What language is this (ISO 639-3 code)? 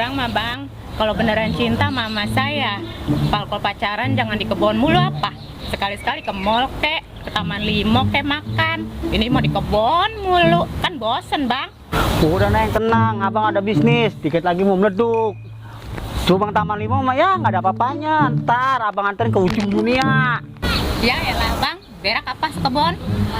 bew